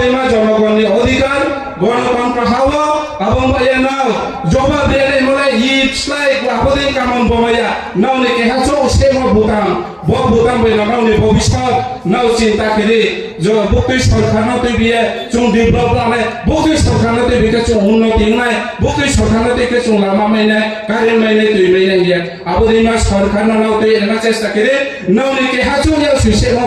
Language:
Riang (India)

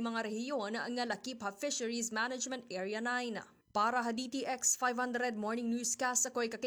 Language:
Waray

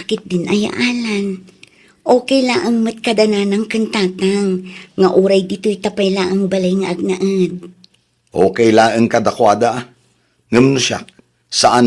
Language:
Iloko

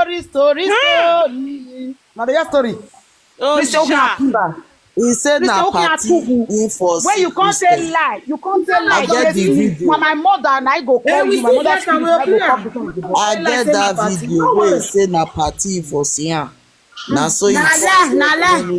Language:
Nigerian Pidgin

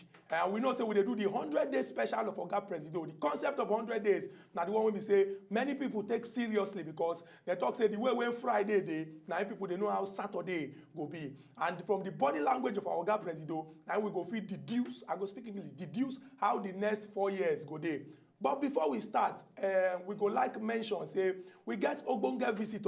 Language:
Nigerian Pidgin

